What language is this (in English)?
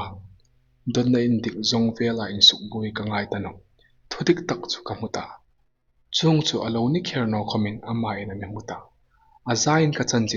Hmar